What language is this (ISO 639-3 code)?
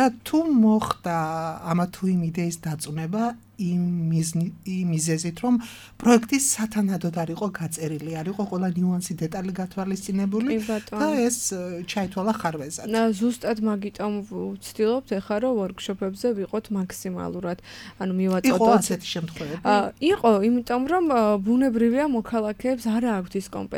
kat